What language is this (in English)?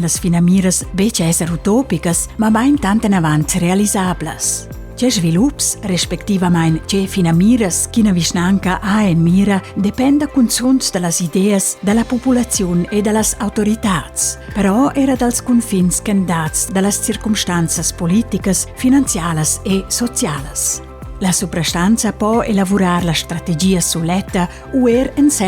Romansh